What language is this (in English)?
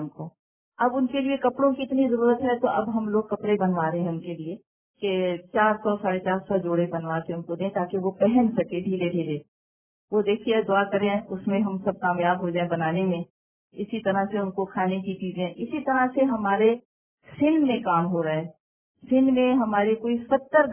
Urdu